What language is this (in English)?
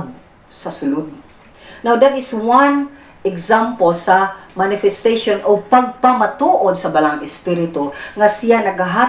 Cebuano